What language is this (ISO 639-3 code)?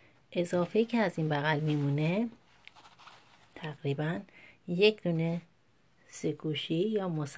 fas